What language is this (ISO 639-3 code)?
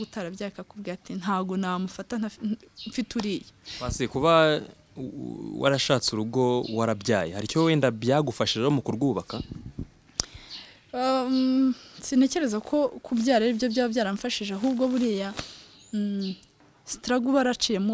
kin